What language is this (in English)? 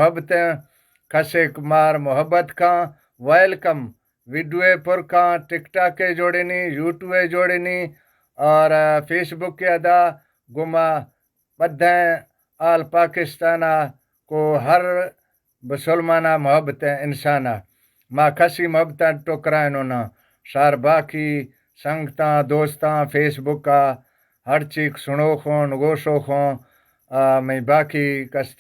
Eastern Balochi